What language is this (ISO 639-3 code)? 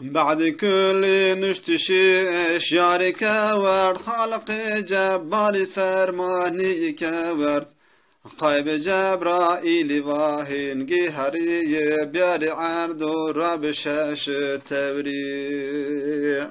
zza